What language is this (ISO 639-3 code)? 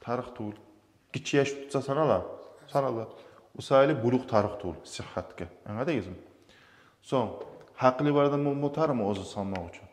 kum